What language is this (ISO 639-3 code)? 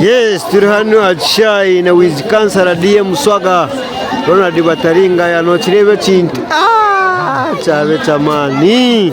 nyn